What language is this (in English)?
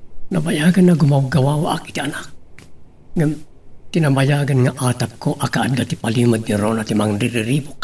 Iloko